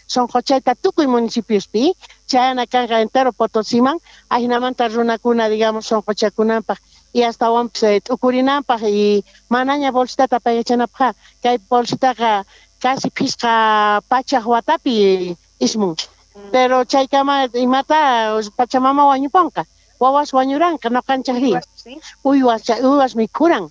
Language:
South Bolivian Quechua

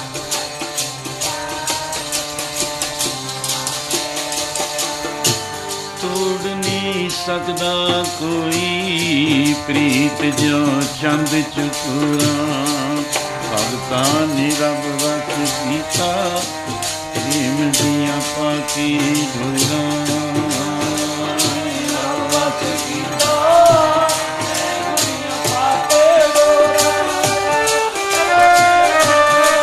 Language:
Punjabi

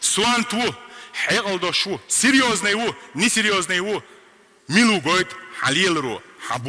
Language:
Chechen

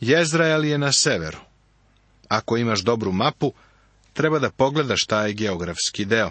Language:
Serbian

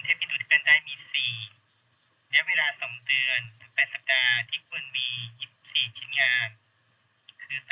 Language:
Lao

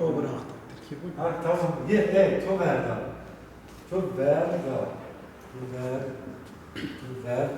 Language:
Zaza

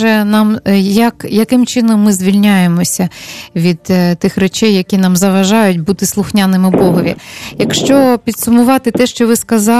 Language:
Ukrainian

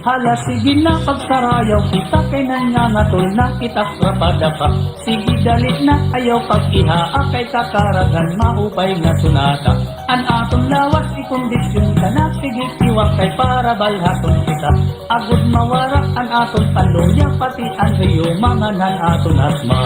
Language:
Waray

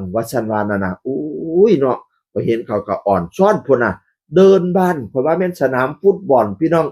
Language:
Northeastern Thai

